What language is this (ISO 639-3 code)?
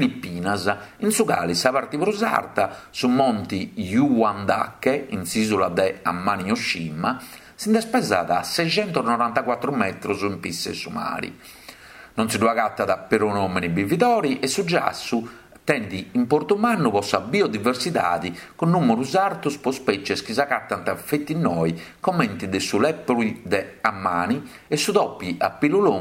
srd